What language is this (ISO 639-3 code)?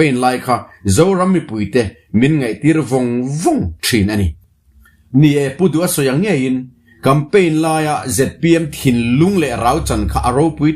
lus